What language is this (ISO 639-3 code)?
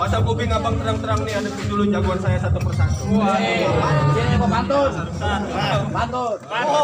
bew